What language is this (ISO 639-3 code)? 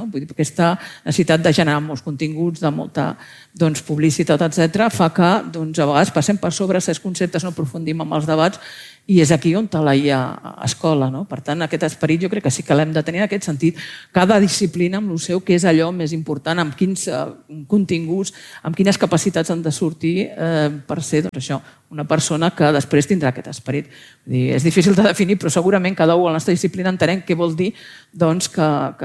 cat